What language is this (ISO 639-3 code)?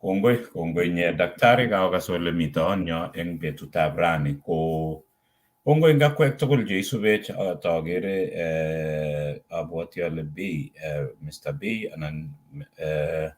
kln